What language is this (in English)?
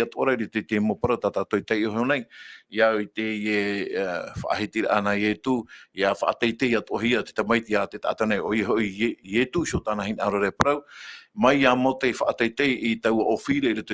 Tahitian